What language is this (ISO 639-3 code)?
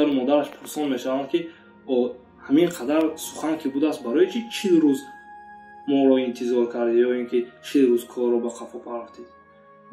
tgk